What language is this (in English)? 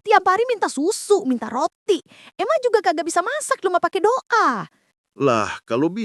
Betawi